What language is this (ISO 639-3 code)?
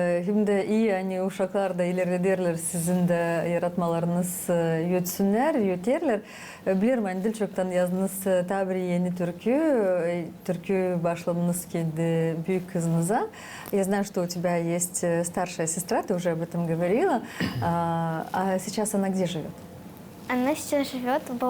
gag